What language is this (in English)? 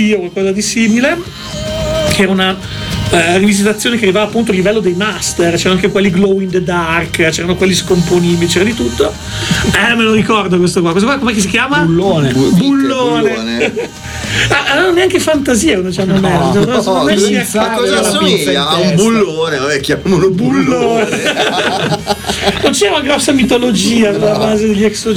Italian